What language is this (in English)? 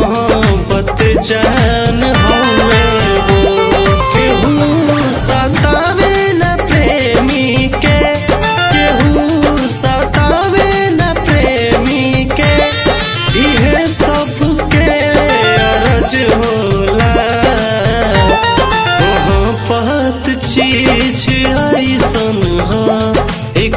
Bhojpuri